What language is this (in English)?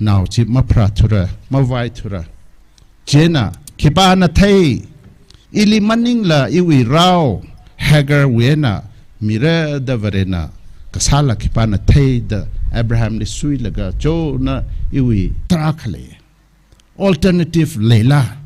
Tangkhul Naga (India)